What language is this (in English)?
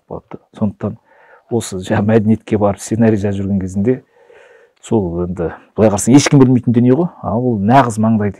Kazakh